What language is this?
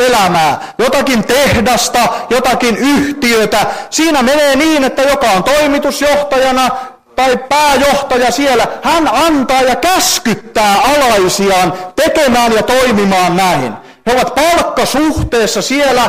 Finnish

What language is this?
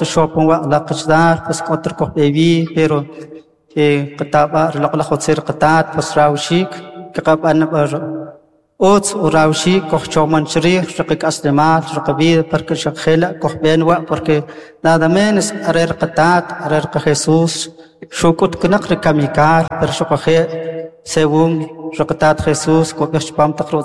Kʼicheʼ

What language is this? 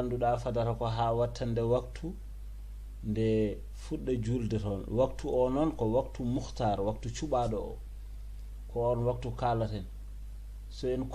Fula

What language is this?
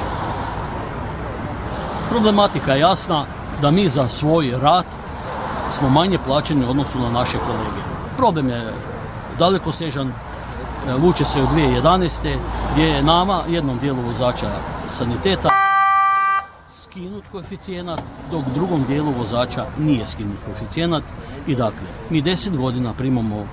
Croatian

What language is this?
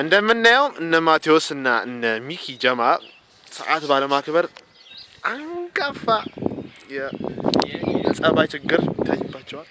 Amharic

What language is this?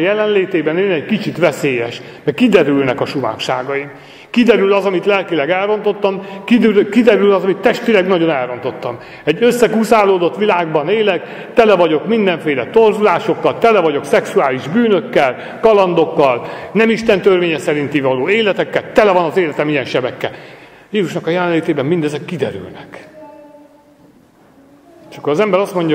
Hungarian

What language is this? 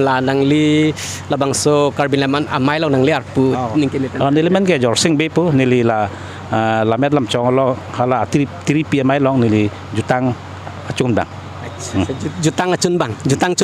Karbi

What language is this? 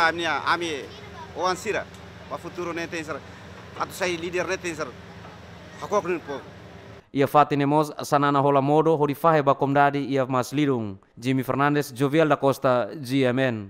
Tetum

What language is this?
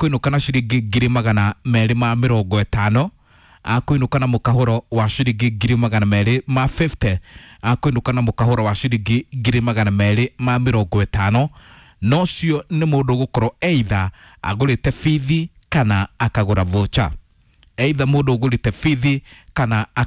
Kikuyu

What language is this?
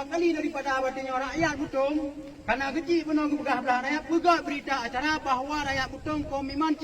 Achinese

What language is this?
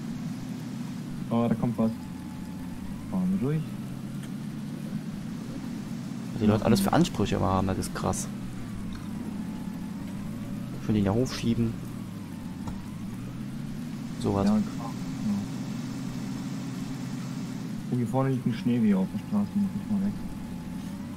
German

